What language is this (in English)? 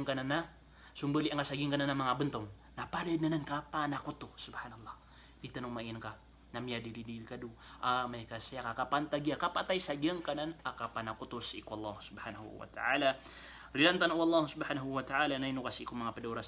Maranao